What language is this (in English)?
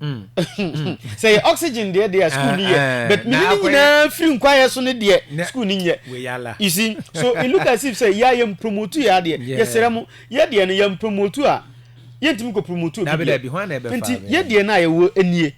Akan